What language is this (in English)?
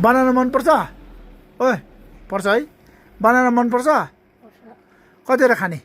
Nepali